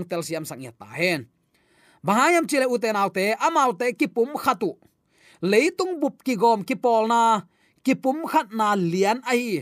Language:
Tedim Chin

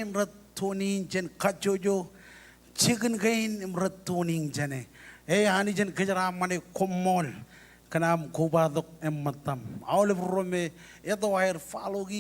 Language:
Marshallese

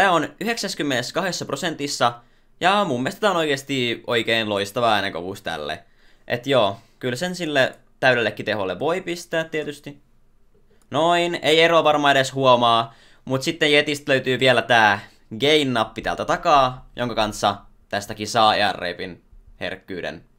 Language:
Finnish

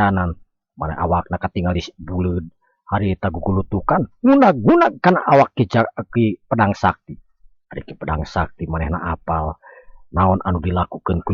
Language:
Sundanese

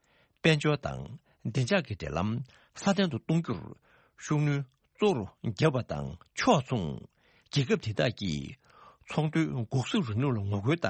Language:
Tibetan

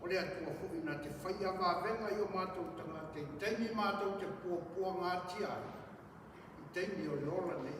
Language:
Samoan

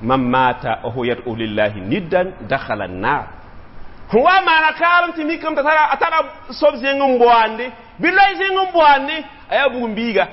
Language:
Mossi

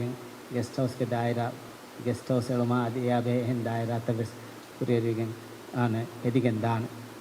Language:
Divehi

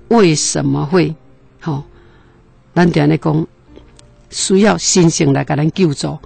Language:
Min Nan Chinese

